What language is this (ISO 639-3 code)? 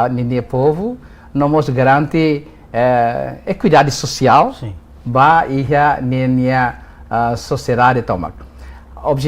tet